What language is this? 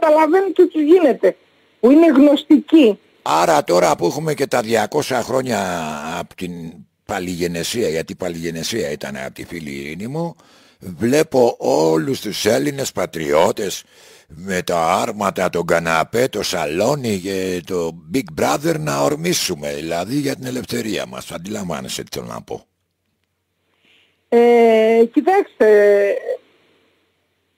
Greek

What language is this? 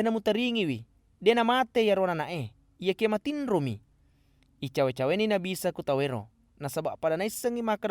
Buginese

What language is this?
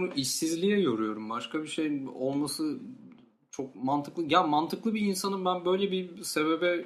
Turkish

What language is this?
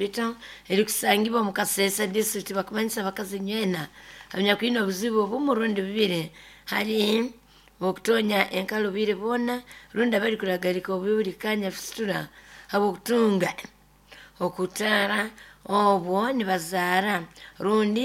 Nyoro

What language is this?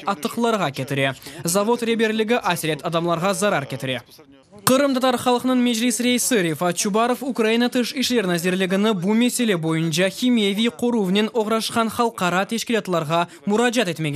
Crimean Tatar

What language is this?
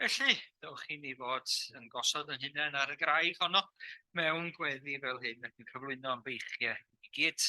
Welsh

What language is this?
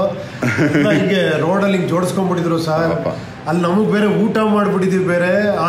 Kannada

